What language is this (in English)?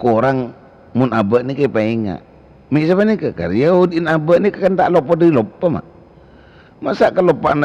Madurese